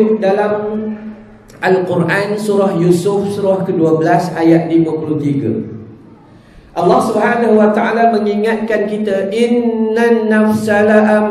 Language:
Malay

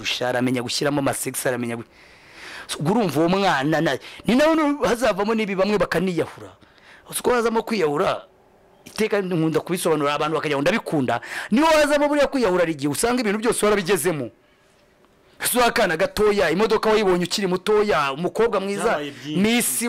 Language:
Kinyarwanda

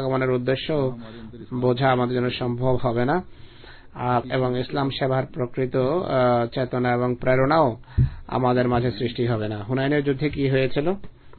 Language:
Bangla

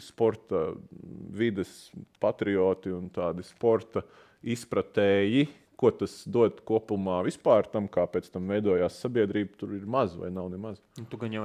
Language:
Latvian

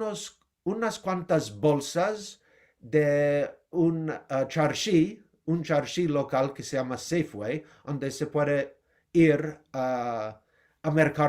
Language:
Ladino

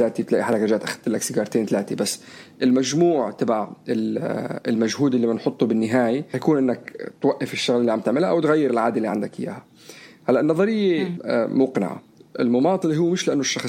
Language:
North Levantine Arabic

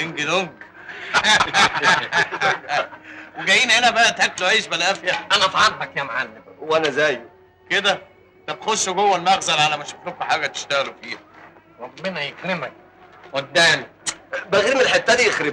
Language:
Egyptian Arabic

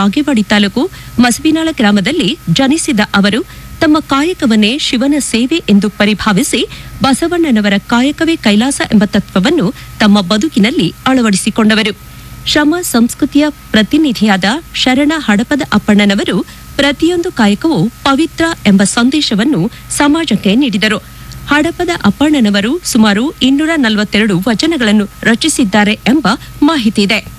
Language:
Kannada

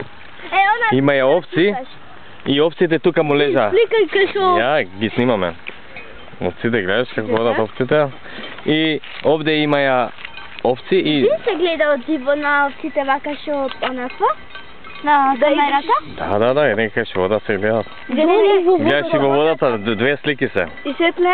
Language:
Macedonian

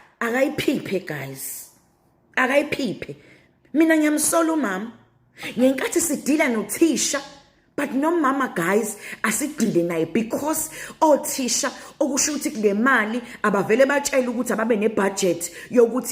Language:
Zulu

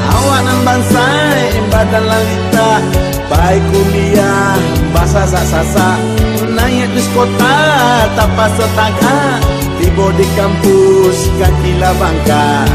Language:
Minangkabau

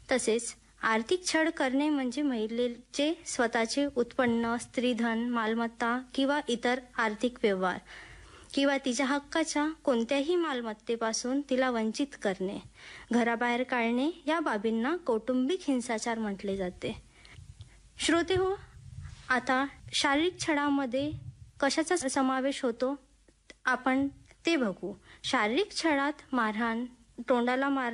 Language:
Marathi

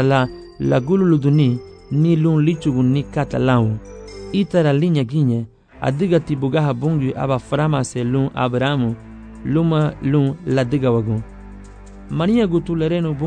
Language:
Garifuna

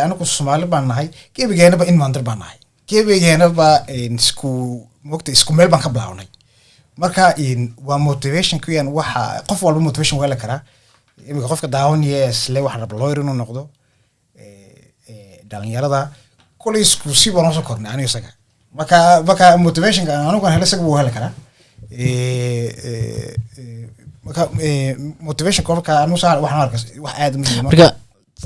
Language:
Somali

